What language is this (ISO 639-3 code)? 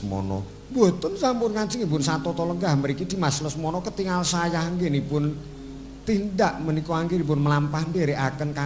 jav